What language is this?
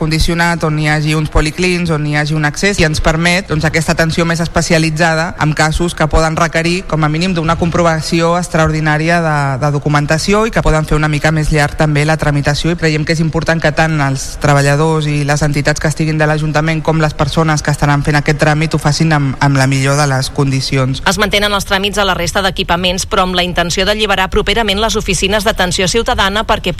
Catalan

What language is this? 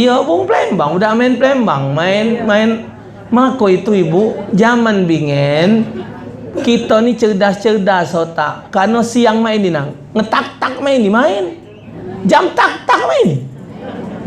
Musi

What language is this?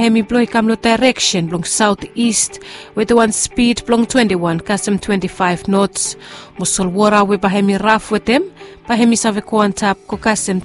Bislama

